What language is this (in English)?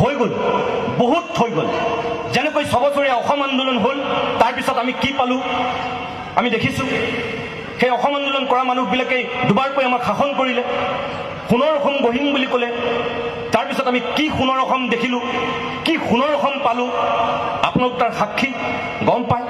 Assamese